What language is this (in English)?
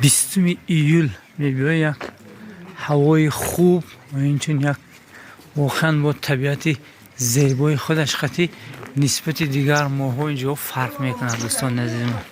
Tajik